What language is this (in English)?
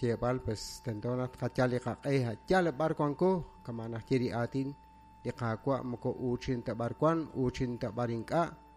Kekchí